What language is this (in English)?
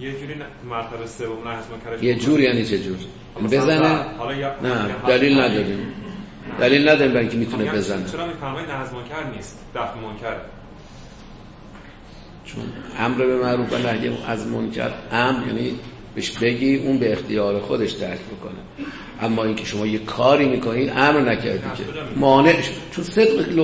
Persian